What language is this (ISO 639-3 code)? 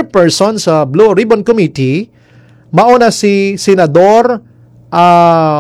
fil